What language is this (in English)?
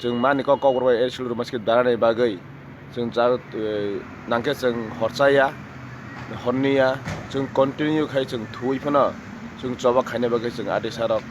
Kok Borok